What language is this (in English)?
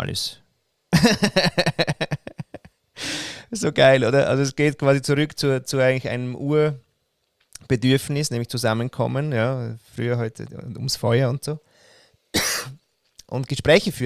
German